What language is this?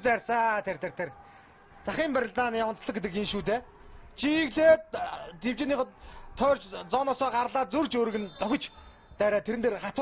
Mongolian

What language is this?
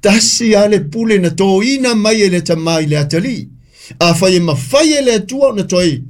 Samoan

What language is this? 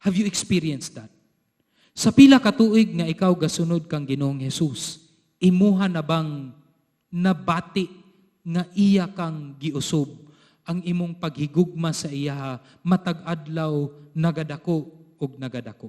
Cebuano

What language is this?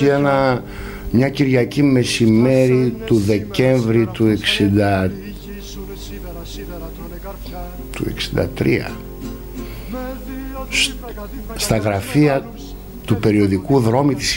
Greek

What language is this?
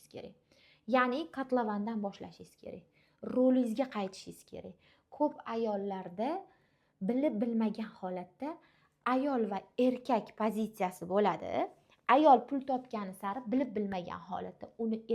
Uzbek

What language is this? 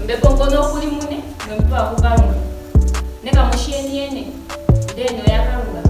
Ndonga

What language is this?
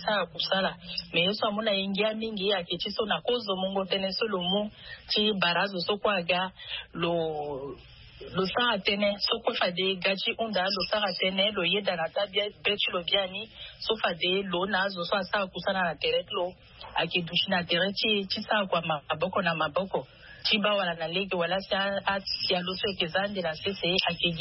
Sango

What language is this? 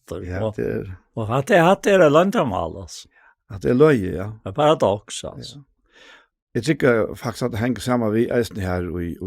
Faroese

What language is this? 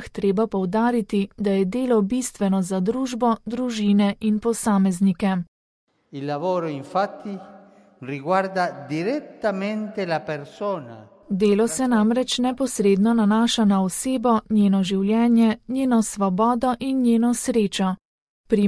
Slovenian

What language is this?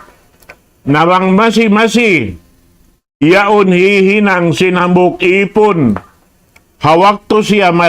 Tausug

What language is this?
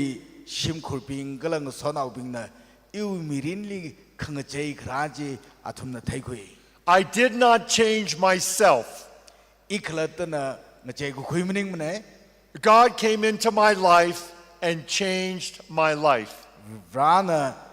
Tangkhul Naga (India)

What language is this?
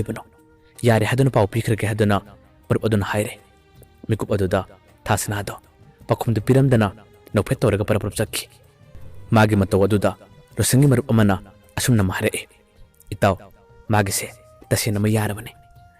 Manipuri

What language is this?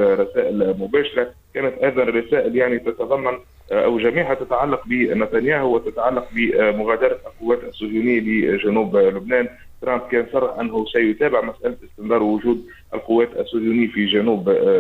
Arabic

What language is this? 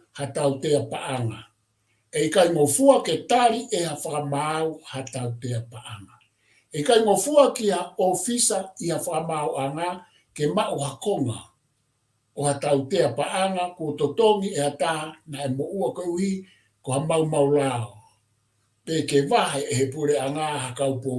Tongan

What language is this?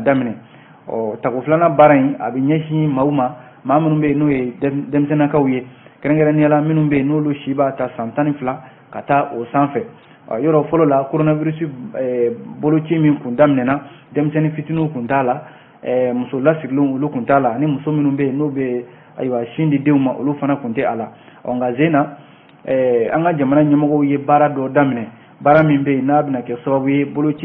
Bambara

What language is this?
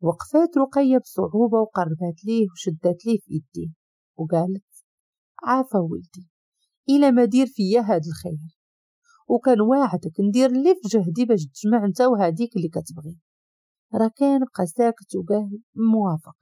Moroccan Arabic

